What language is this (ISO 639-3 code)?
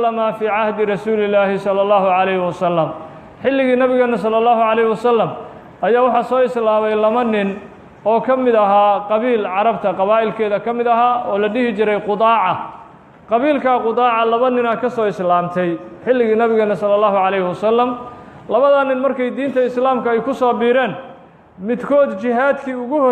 som